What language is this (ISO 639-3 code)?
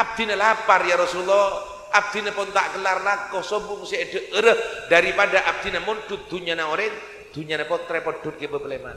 mad